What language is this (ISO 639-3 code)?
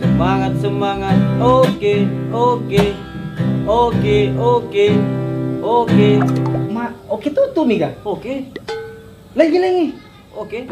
bug